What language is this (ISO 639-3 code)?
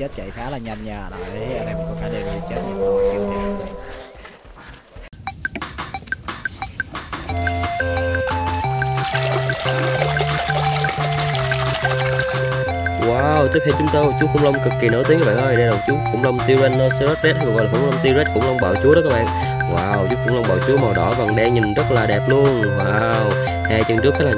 vie